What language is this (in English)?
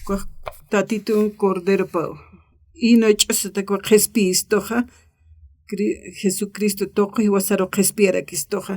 Aymara